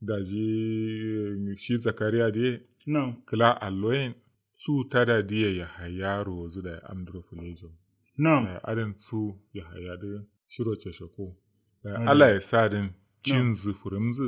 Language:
Kanuri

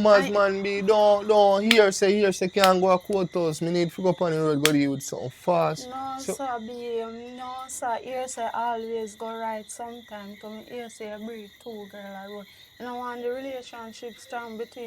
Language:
Jamaican Creole English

